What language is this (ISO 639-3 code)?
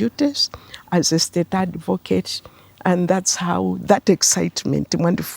nya